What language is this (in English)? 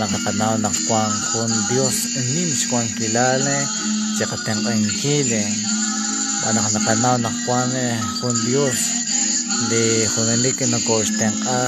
Kekchí